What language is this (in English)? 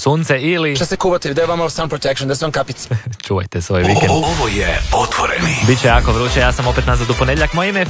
Croatian